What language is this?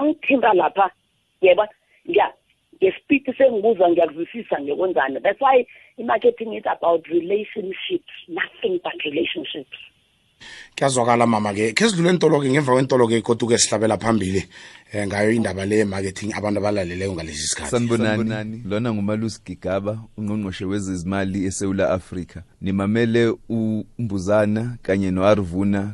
South Ndebele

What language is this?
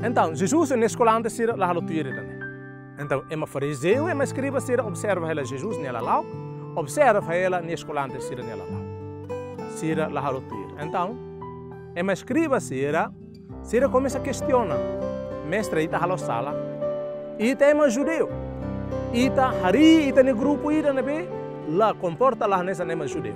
Tetum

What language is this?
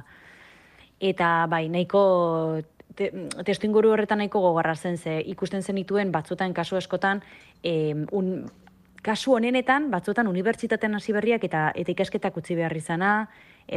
Basque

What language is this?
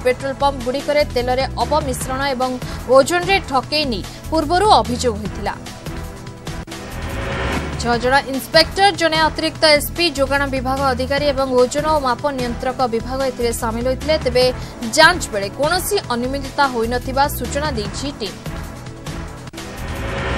Odia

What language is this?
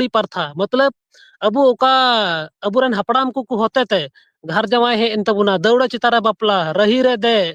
Santali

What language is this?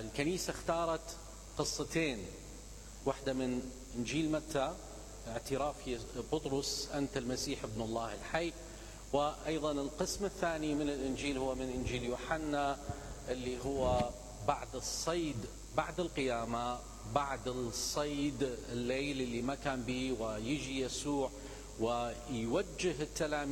Mesopotamian Arabic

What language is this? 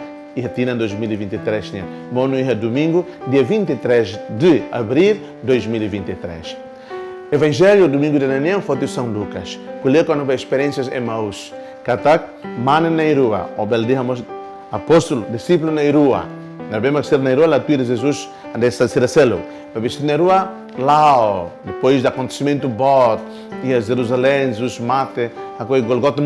Tetum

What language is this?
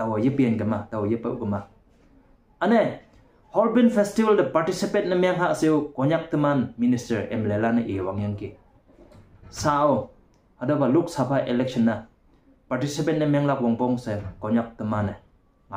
Konyak Naga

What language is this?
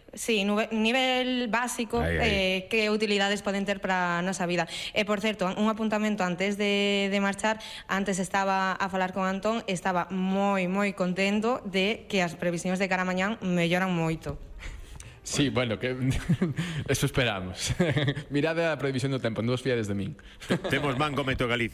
Galician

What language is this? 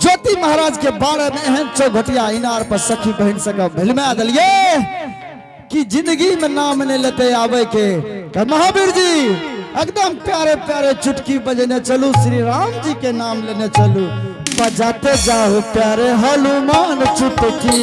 Angika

